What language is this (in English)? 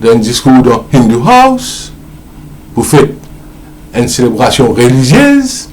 Morisyen